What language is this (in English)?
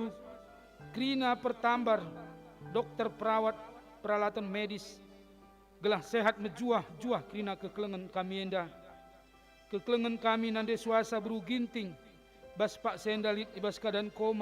Batak Karo